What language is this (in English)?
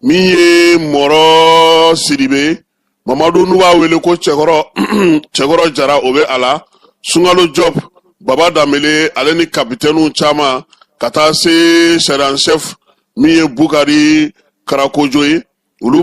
Bambara